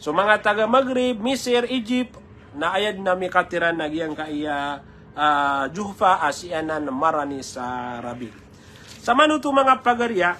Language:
Maranao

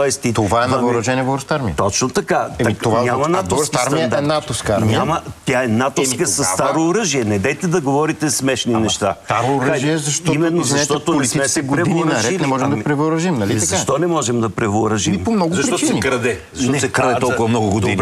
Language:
Bulgarian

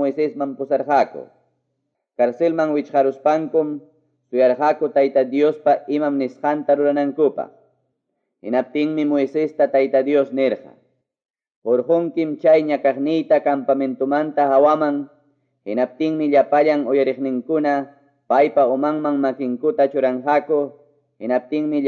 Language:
Quechua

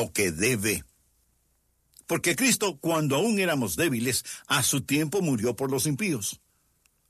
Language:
Spanish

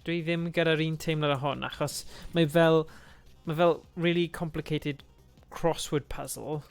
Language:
Welsh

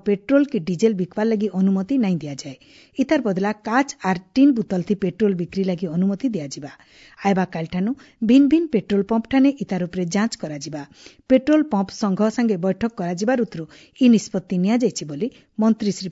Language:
Odia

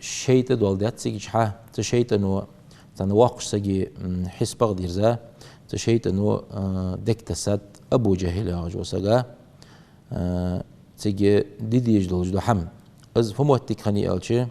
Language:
Ingush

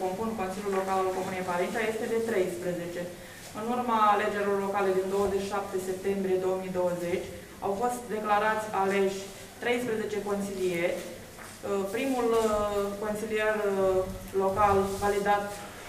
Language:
Romanian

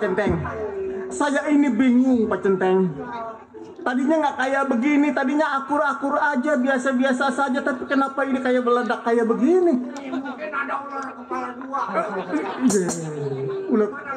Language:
Betawi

